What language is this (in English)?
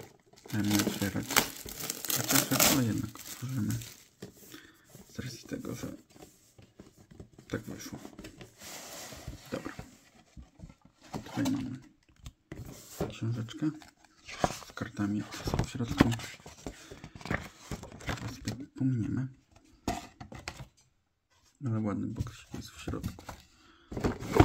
Polish